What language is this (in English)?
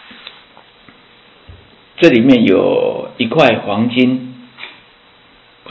Chinese